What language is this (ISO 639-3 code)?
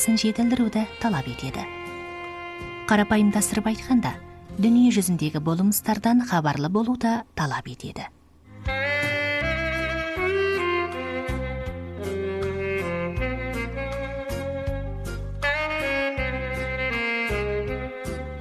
kaz